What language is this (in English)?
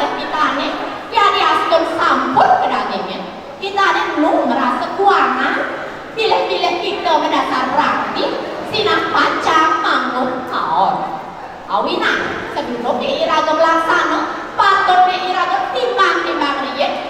Balinese